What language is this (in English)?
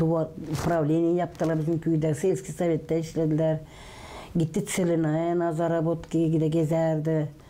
Gagauz